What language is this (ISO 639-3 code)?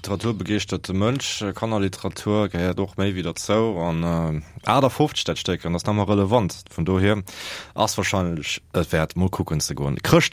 ltz